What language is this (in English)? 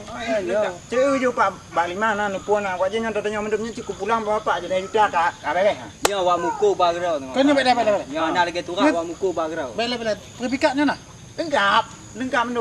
Achinese